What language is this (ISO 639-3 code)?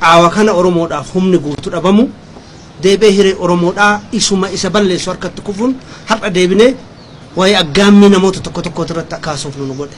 orm